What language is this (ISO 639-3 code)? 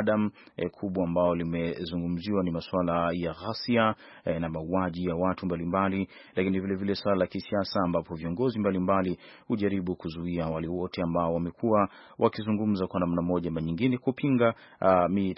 swa